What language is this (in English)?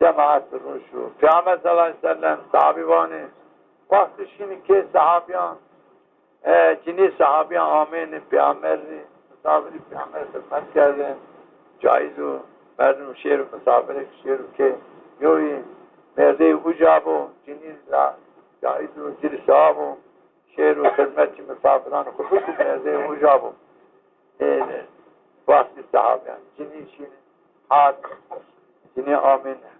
Zaza